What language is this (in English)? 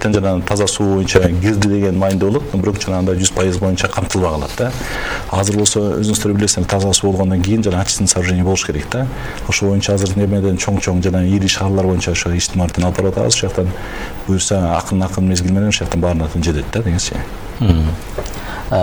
Kyrgyz